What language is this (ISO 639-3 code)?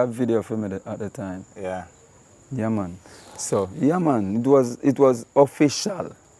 jam